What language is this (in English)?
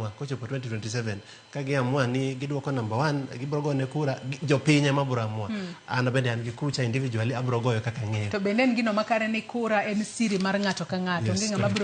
Luo (Kenya and Tanzania)